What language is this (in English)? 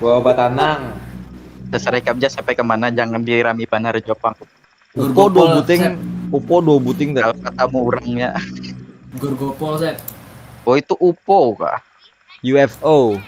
Banjar